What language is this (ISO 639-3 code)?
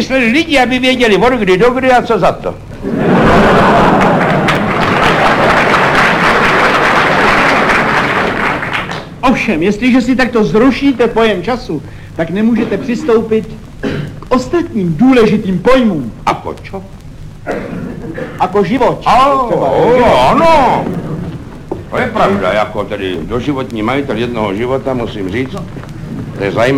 ces